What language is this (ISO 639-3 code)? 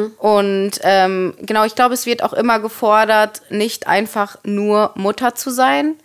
deu